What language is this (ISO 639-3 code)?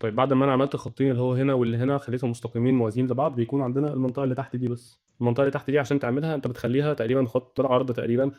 arz